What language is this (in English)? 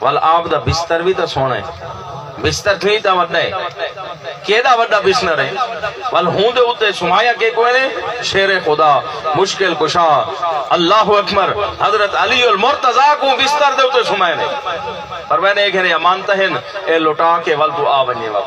Saraiki